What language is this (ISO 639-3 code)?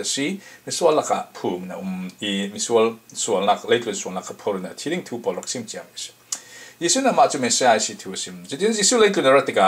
cfm